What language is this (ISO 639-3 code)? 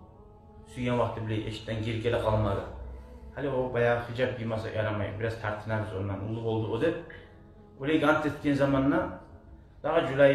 kum